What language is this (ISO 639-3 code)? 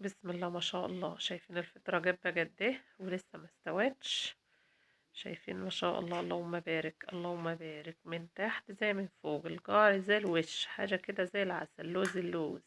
arz